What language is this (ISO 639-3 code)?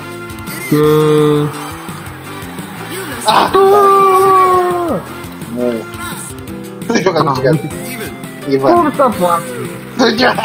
ron